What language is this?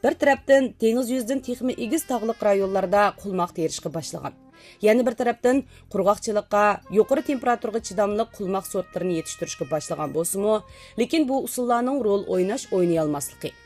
Uyghur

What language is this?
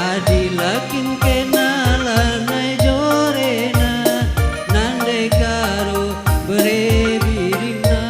Batak Karo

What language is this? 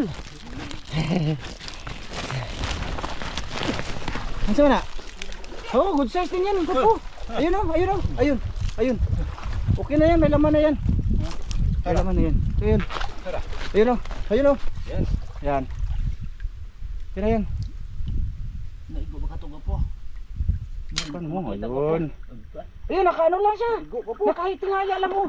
Filipino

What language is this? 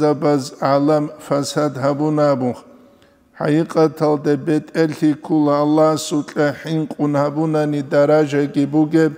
Avaric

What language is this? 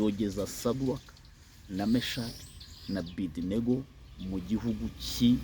Kinyarwanda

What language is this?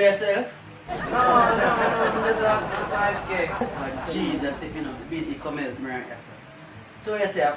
Jamaican Creole English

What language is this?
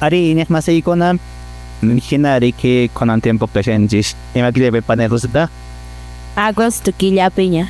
Quechua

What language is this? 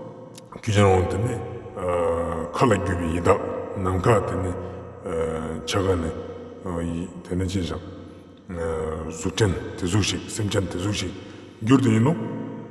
Ladakhi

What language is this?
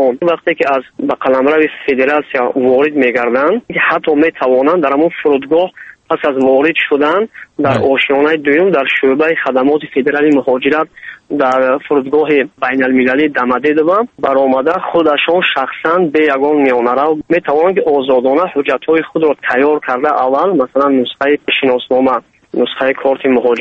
Tajik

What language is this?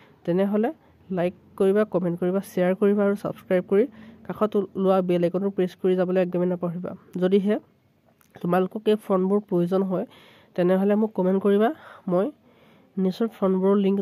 Assamese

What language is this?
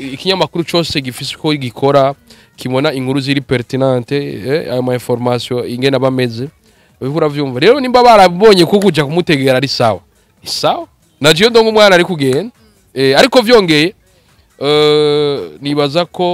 Rundi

